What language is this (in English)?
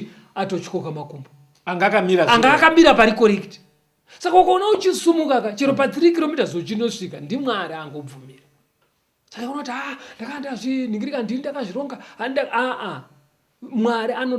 Shona